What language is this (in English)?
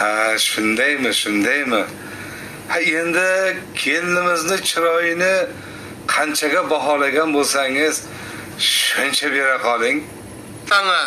Uzbek